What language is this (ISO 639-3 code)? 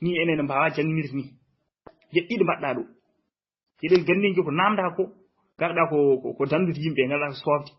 ful